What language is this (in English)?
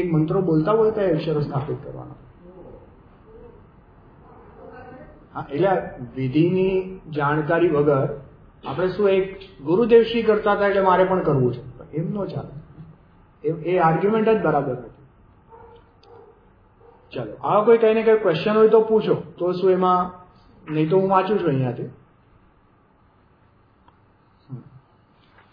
Gujarati